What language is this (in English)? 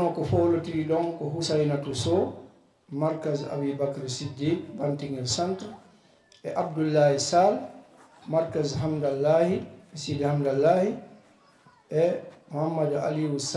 Fula